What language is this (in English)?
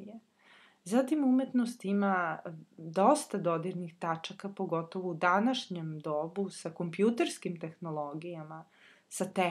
Serbian